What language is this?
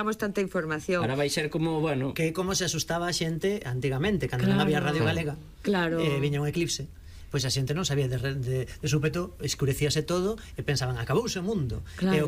Galician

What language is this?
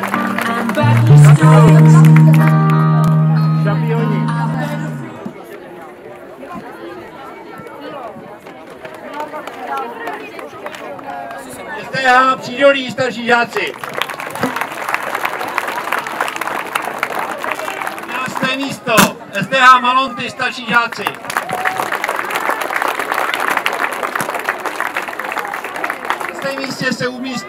Czech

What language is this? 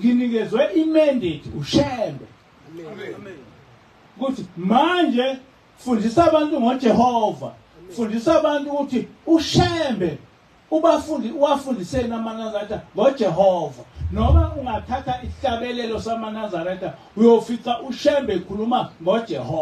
Zulu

